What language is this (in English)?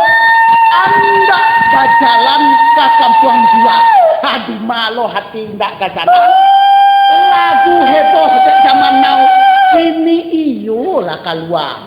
Minangkabau